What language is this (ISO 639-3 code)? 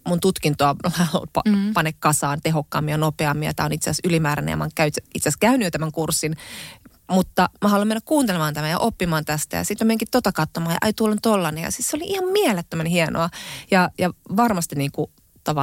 fin